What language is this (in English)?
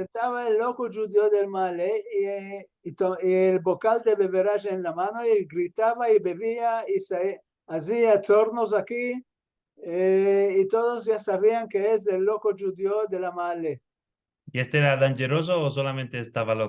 Ladino